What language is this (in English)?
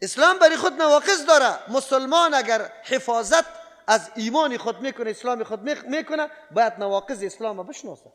Persian